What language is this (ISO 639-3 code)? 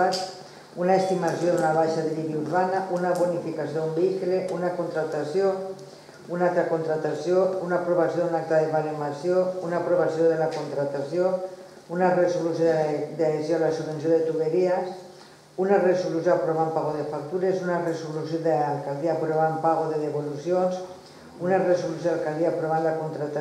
cat